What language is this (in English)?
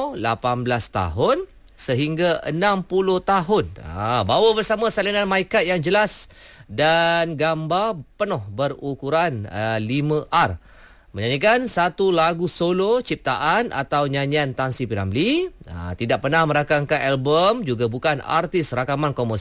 Malay